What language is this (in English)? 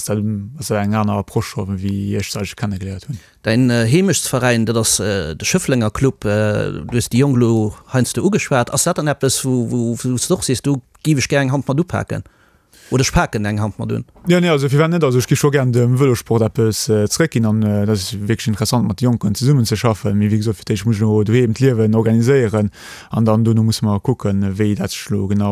Luxembourgish